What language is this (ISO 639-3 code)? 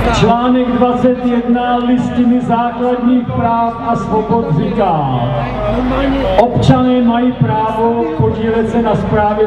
ces